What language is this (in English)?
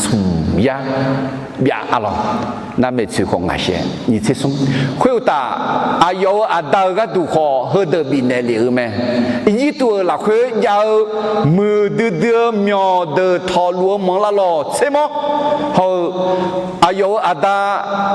Akha